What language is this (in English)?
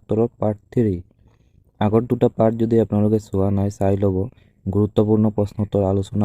Assamese